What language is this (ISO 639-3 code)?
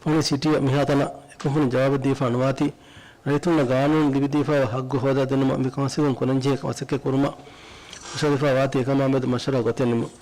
div